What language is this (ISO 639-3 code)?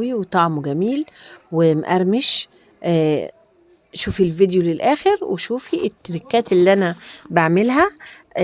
arz